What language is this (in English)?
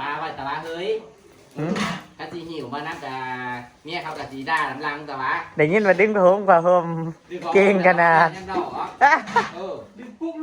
Northeastern Thai